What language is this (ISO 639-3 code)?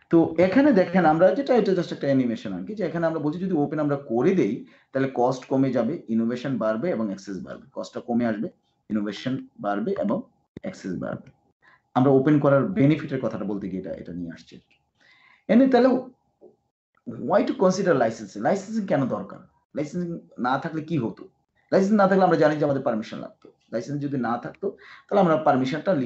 ben